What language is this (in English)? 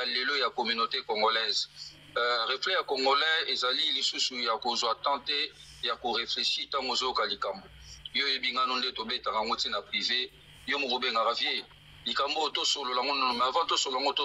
Lingala